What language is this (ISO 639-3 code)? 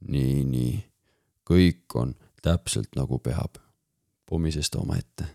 est